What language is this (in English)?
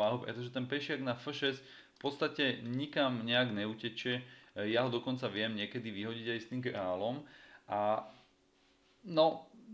Slovak